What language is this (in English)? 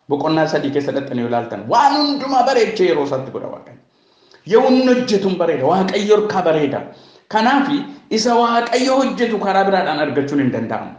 Oromo